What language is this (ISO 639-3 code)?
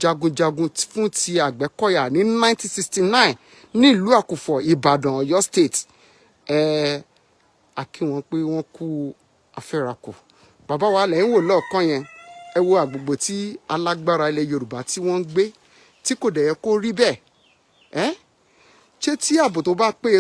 yor